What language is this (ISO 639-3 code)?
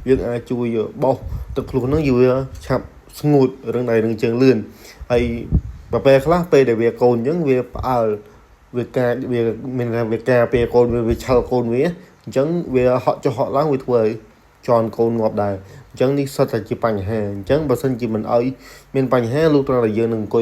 khm